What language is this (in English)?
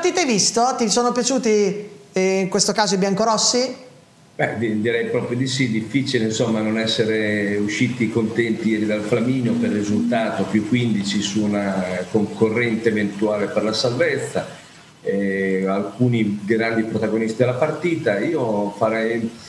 Italian